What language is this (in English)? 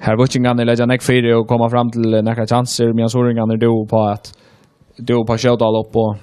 Faroese